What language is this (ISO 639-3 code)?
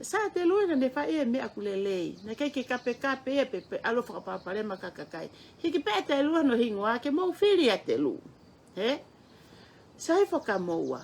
ton